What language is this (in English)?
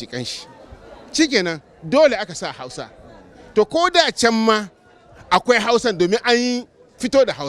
Hausa